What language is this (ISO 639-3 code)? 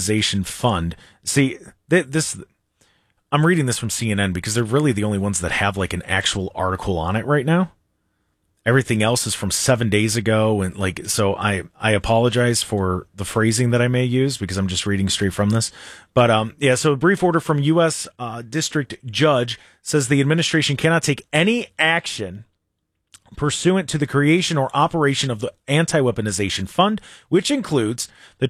eng